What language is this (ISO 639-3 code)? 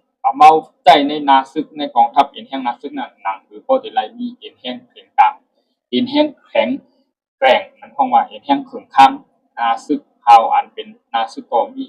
shn